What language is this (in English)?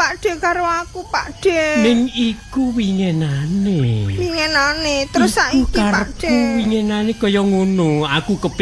Javanese